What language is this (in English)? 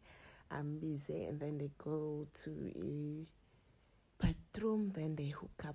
Zulu